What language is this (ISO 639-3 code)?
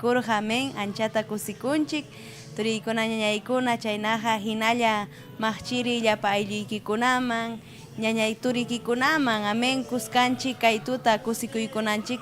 quy